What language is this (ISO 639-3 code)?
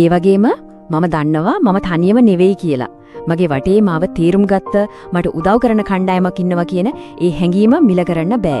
sin